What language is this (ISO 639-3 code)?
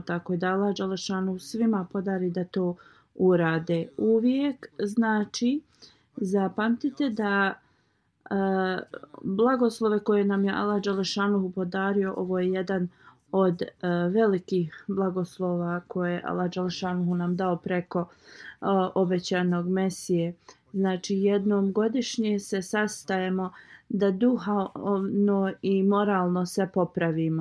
bos